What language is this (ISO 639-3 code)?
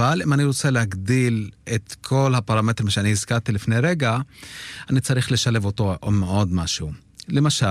heb